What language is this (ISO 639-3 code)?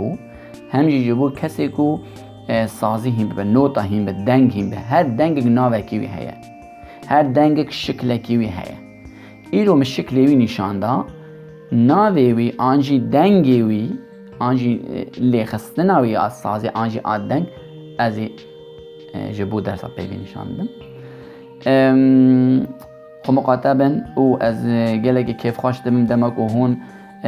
kur